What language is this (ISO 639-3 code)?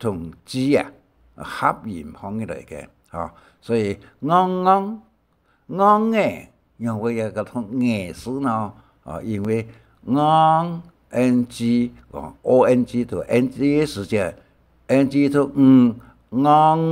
hak